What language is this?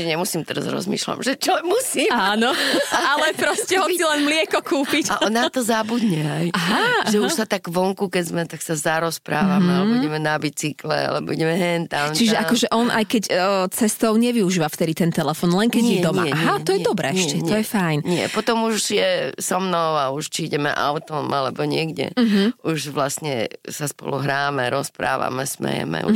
Slovak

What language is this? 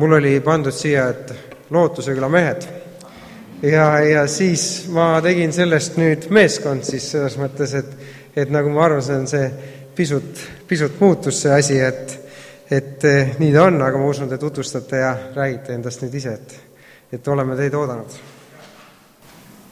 Estonian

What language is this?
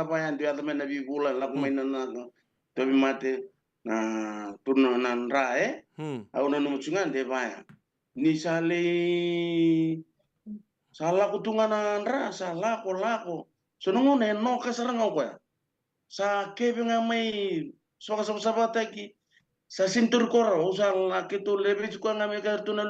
Fijian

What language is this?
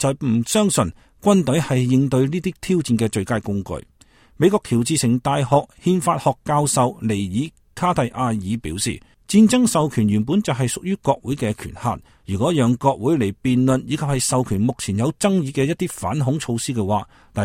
Cantonese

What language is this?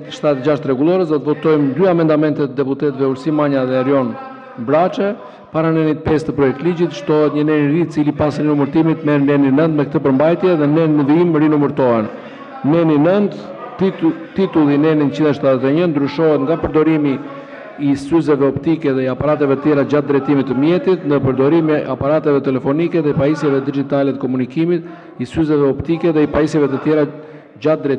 Albanian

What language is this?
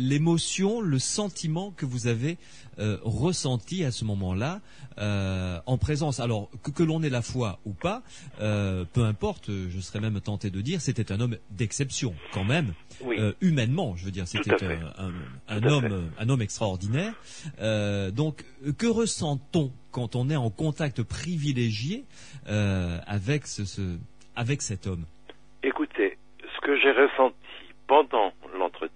French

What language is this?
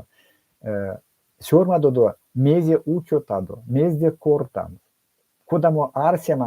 Erzya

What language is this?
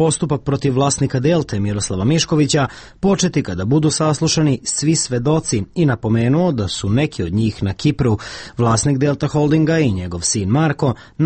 Serbian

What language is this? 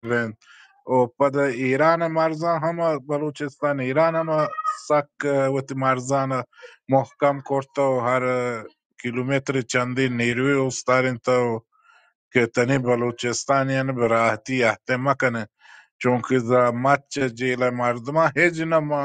Baluchi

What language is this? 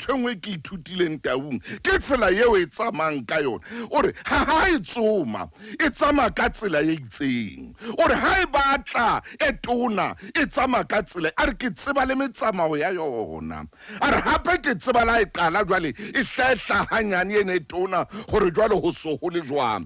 Southern Sotho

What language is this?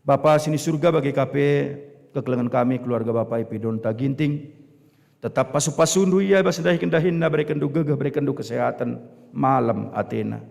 Batak Karo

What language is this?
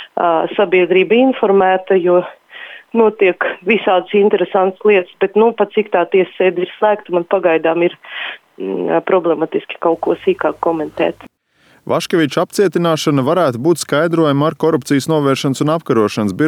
Latvian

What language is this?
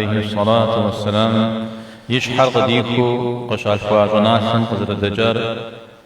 Kabardian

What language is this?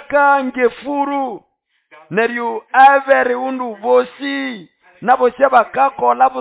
Nande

